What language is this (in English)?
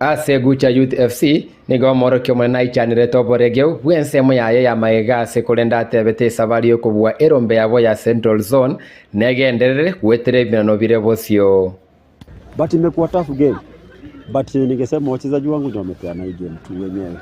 Gusii